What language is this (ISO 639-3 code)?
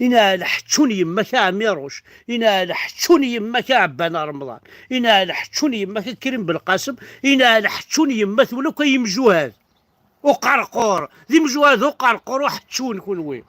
kab